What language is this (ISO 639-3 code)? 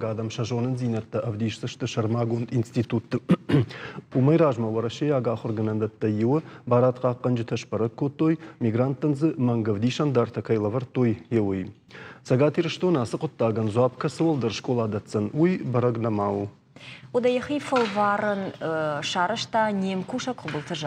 oss